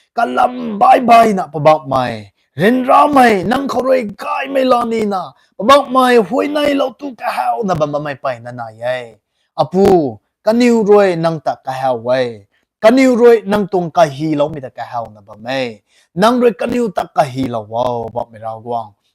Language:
Rongmei Naga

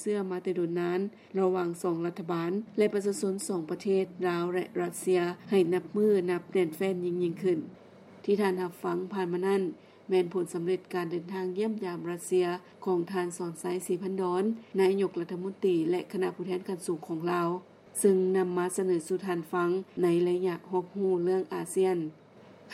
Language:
Lao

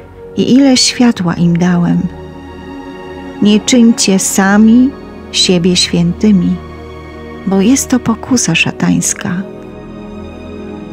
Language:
Polish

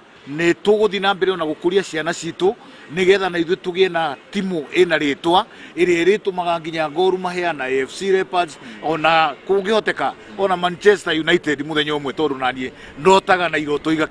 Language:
Kikuyu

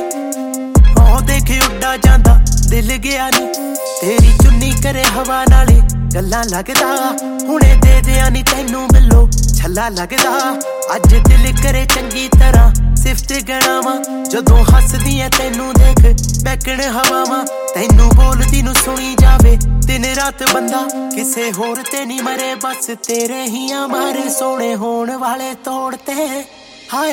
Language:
Punjabi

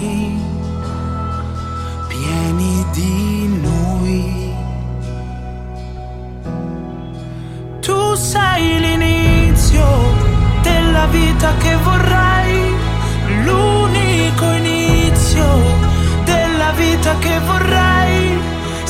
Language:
Italian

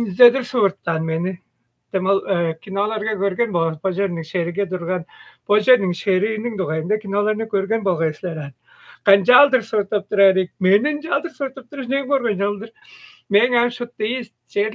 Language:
Tuvinian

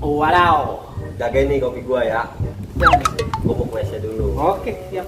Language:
Betawi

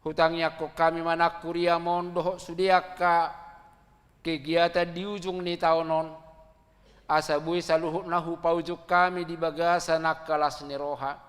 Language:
Batak Toba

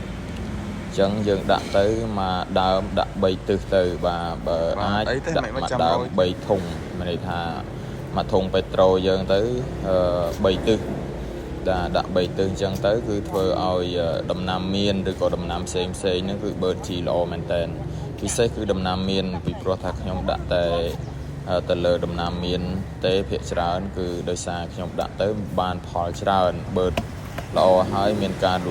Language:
Khmer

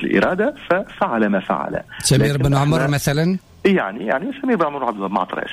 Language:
Tunisian Arabic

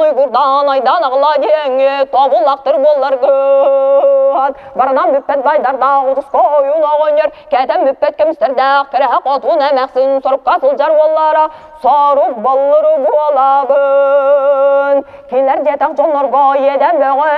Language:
Yakut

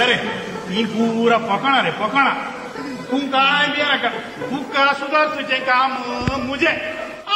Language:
Konkani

